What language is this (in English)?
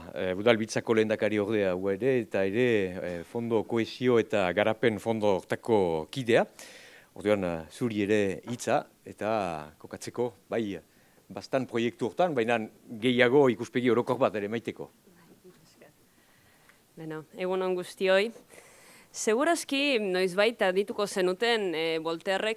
Basque